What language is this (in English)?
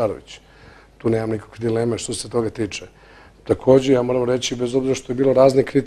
Bosnian